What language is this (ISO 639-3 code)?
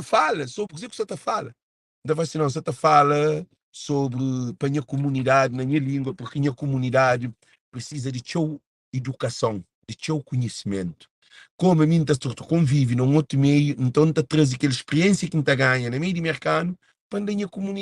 kea